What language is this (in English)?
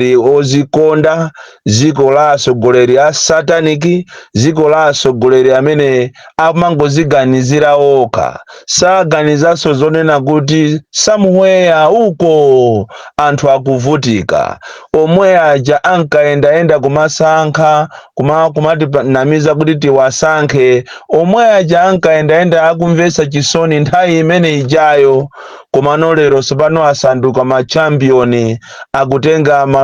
Nyanja